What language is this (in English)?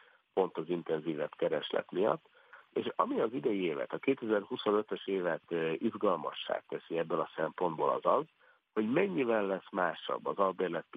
Hungarian